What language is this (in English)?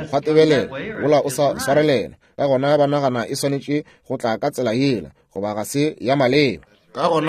Northern Sotho